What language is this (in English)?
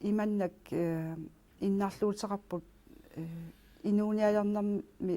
Kalaallisut